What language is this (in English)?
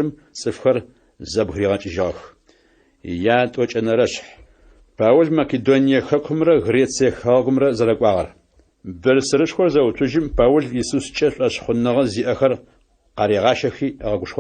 Adyghe